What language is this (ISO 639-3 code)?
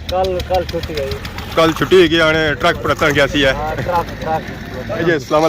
phr